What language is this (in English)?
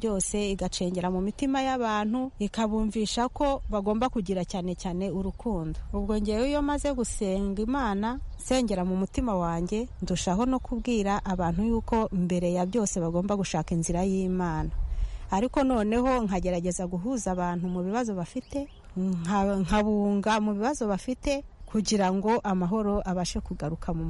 Kinyarwanda